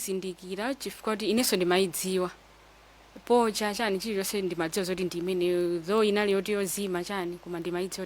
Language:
Nyanja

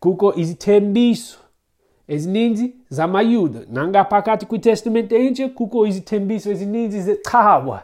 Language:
Xhosa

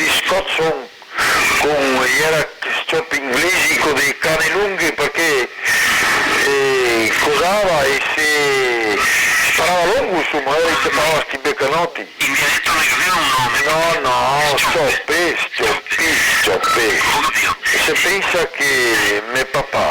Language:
Venetian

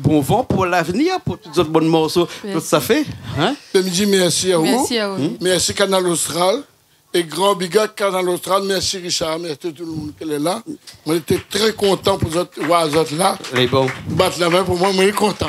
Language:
Réunion Creole French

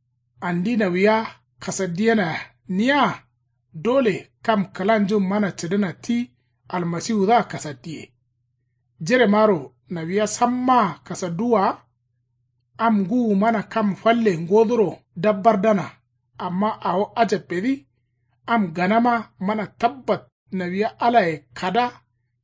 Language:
Kanuri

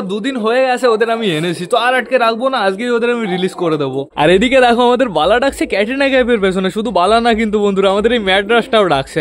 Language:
Bangla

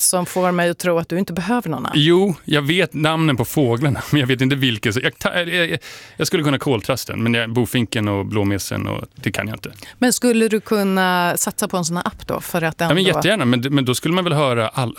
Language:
Swedish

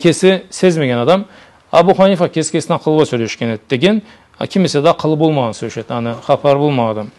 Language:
Karachay-Balkar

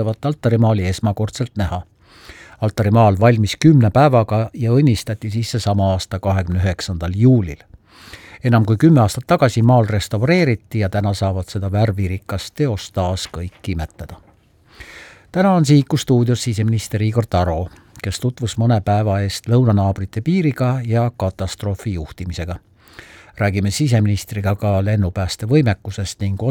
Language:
Estonian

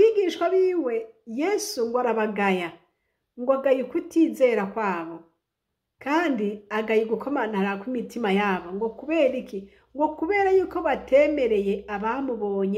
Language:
Rundi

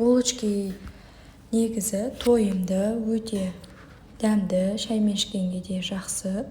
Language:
Kazakh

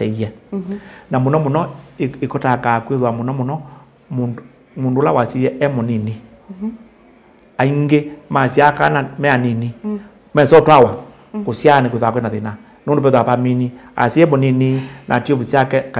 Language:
Kamba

